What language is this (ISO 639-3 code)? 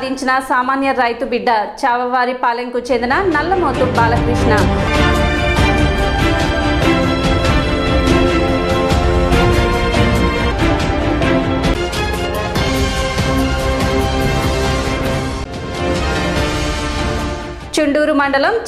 tel